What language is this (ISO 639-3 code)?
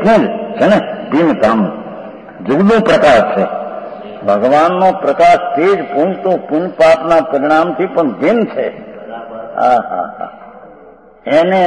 guj